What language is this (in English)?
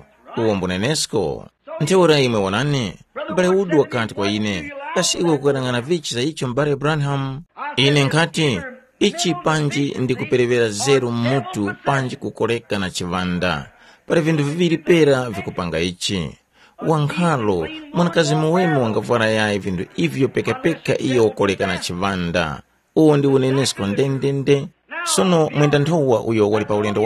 Tumbuka